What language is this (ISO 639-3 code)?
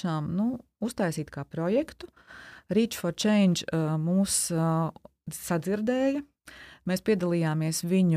lav